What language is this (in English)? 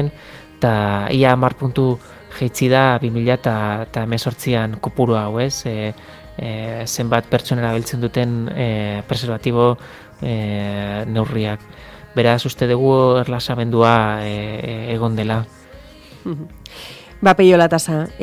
Basque